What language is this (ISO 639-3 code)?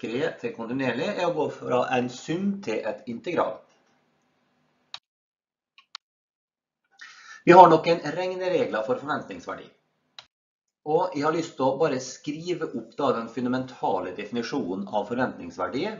nor